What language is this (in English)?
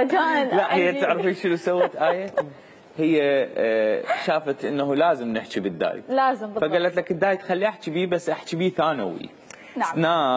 Mesopotamian Arabic